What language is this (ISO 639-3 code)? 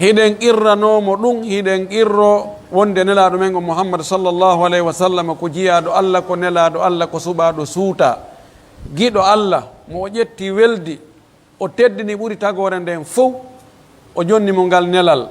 fuf